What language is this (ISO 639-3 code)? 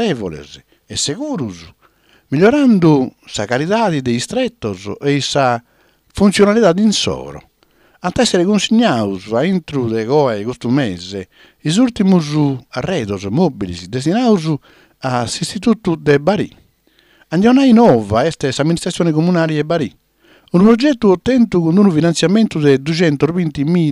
srd